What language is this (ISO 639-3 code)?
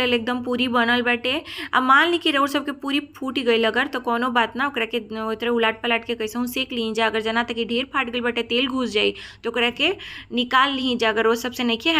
bho